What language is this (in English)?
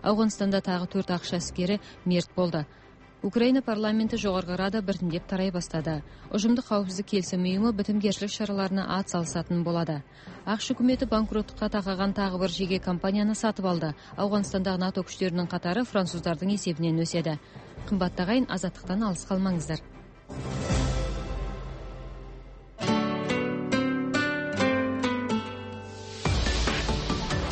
Kazakh